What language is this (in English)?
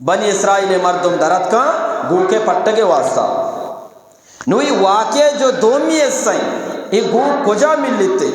Eastern Balochi